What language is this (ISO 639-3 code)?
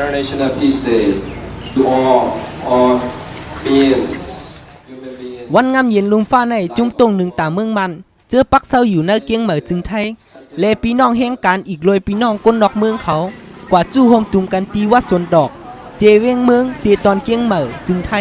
shn